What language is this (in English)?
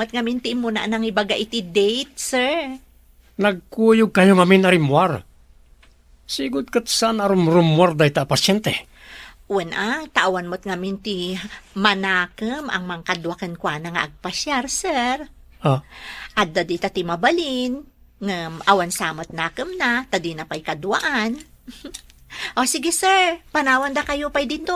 Iloko